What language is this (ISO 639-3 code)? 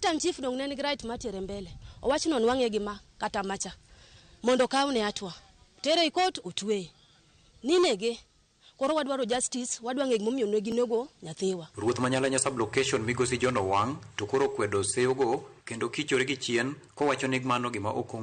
luo